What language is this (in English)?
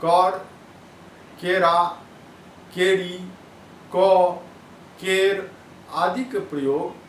Maithili